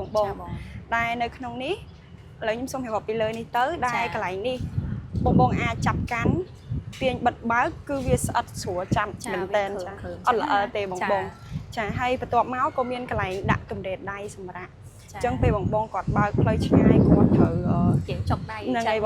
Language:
Khmer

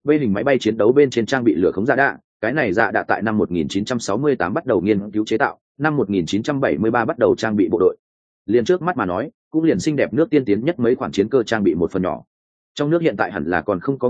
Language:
Vietnamese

